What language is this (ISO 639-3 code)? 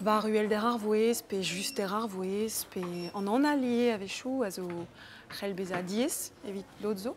bre